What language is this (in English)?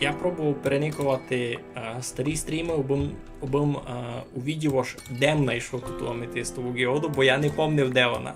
Rusyn